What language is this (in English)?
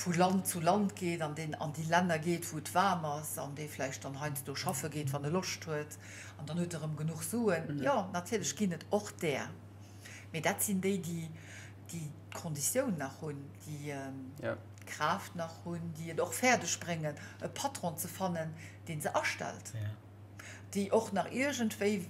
Luxembourgish